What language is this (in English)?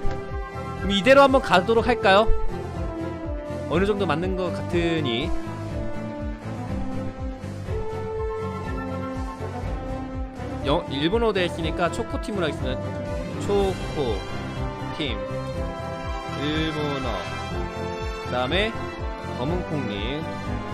Korean